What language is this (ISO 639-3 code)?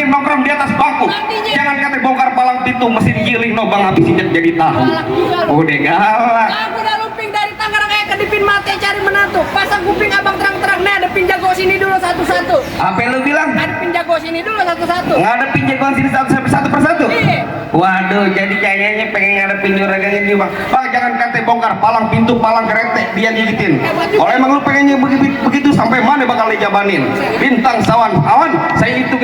bew